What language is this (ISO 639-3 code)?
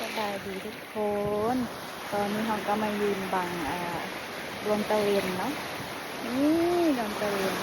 lao